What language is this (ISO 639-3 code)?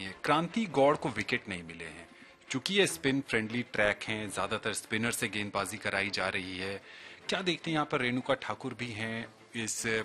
hin